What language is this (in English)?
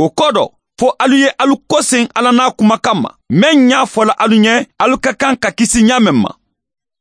Mandingo